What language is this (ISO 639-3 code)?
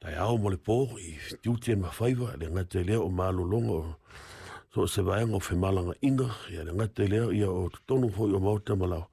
smo